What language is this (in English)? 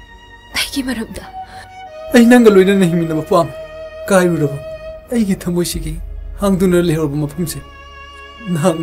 Manipuri